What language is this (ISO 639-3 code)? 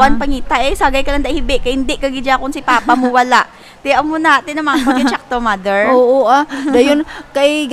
hil